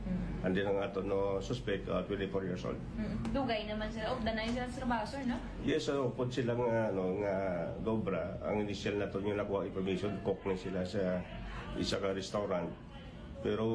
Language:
Hiligaynon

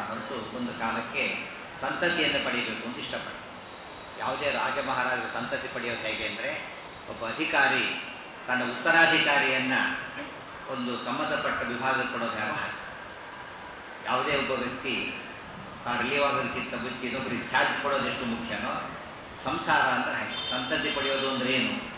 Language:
Kannada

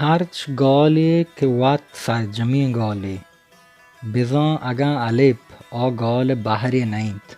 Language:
Baluchi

